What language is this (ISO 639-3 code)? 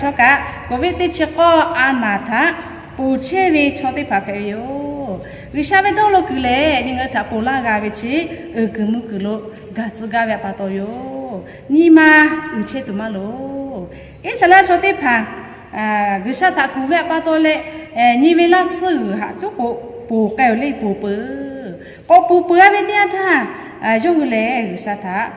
lhu